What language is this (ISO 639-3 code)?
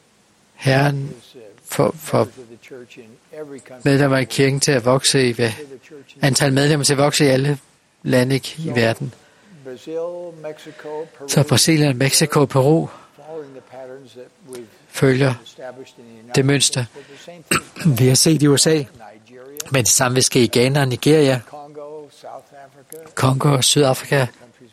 dan